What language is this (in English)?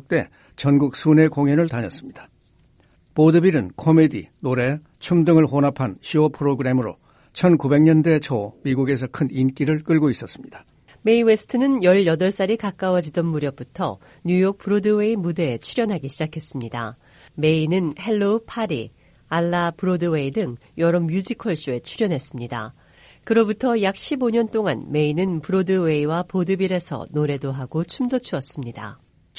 Korean